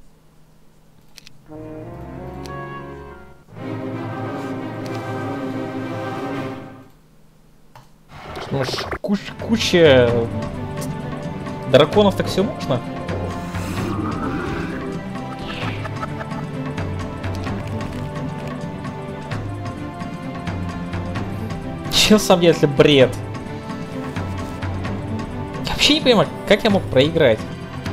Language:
Russian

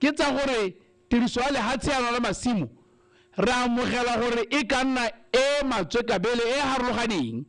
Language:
Tswana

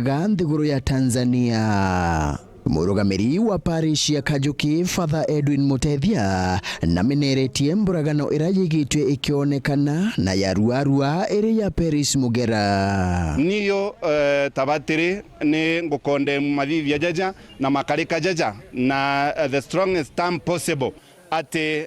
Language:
Meru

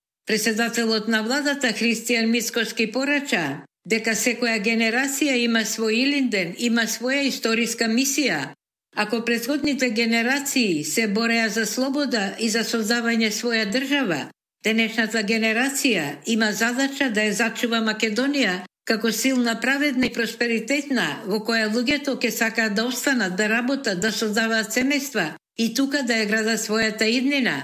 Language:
Macedonian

